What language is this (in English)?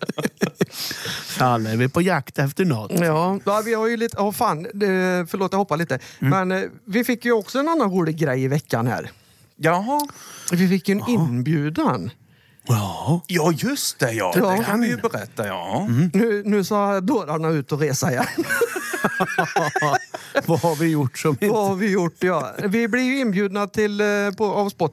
Swedish